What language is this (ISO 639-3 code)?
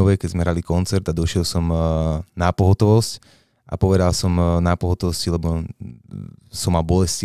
slk